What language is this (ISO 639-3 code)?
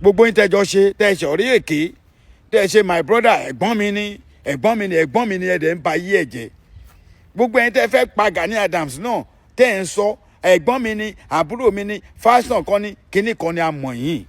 yor